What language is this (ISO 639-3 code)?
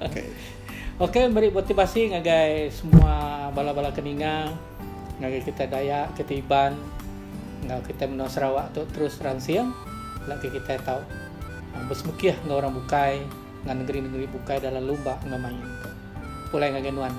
iba